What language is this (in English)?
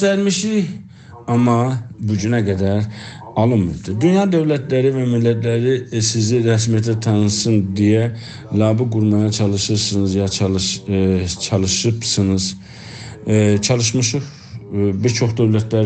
South Azerbaijani